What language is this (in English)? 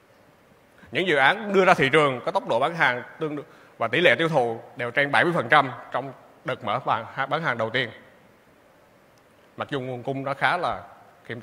Vietnamese